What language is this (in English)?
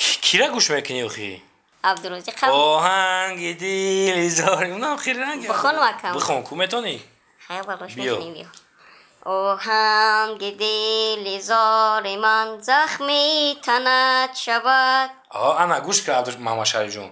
Tajik